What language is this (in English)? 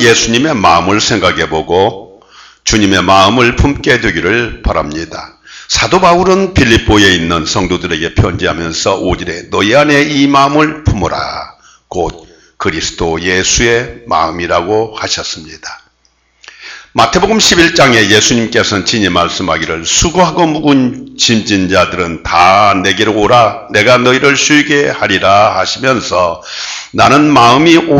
Korean